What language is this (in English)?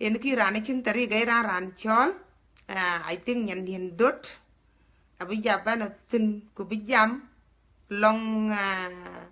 Dinka